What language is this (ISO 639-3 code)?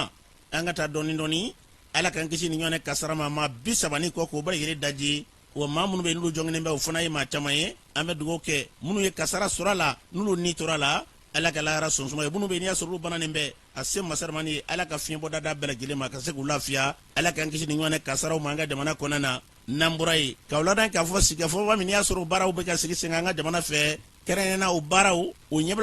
bam